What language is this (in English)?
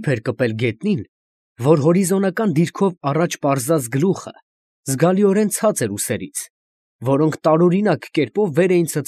Armenian